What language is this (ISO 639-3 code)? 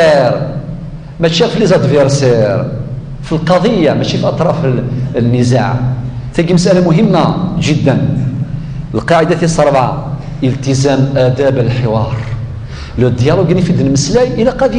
kab